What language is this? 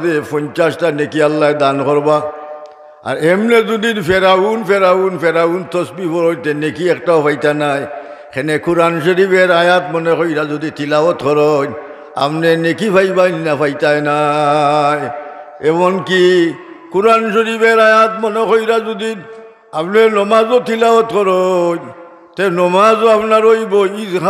Sylheti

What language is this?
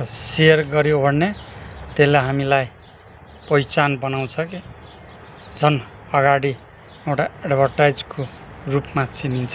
Nepali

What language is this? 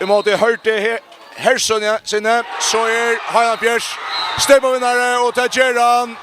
Faroese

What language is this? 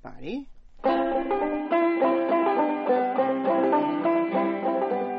Burmese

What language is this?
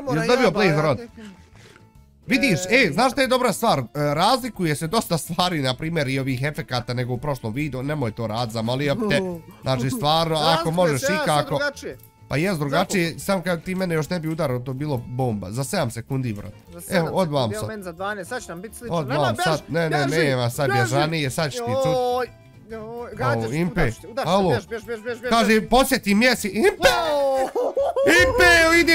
Bosnian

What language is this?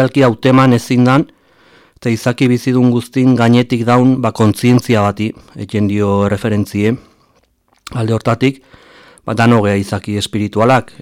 Basque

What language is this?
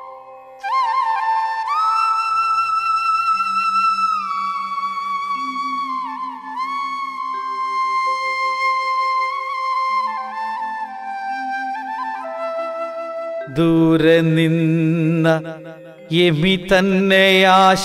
Malayalam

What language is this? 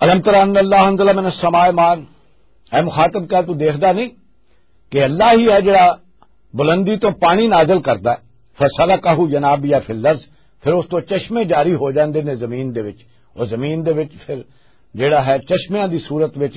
Western Panjabi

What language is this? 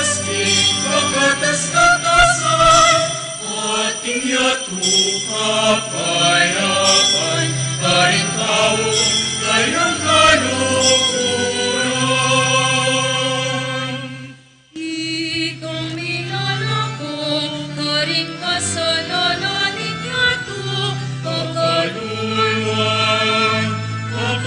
Pampanga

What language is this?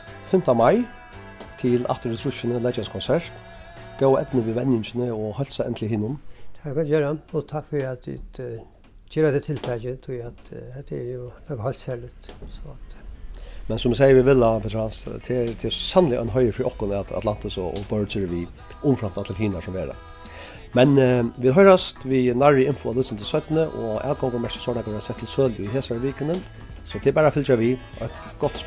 Faroese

